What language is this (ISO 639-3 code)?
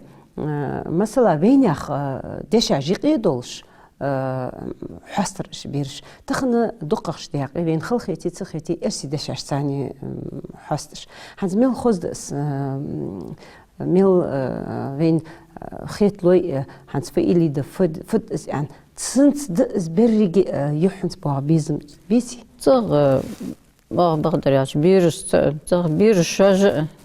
inh